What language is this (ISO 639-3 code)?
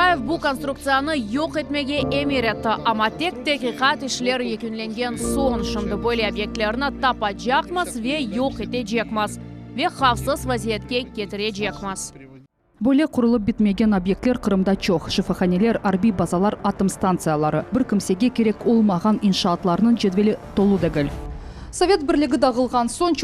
crh